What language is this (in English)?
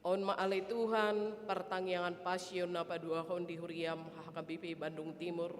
Batak Toba